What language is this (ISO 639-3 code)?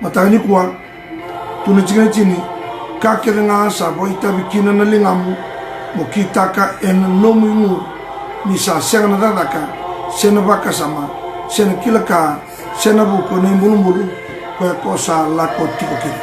fij